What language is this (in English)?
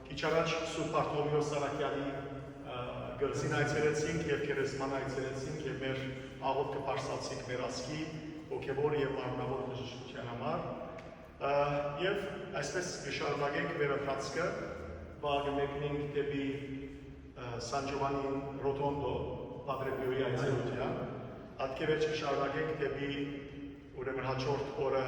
Western Armenian